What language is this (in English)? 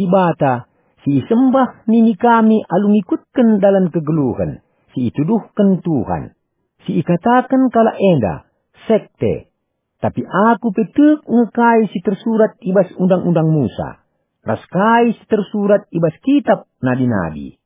Batak Karo